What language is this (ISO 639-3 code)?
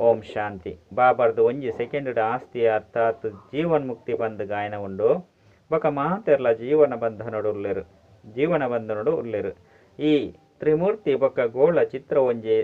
tcy